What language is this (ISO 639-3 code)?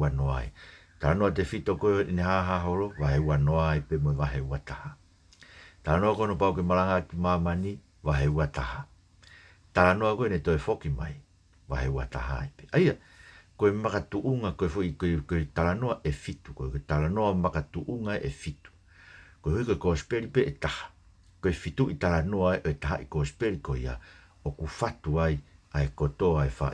ton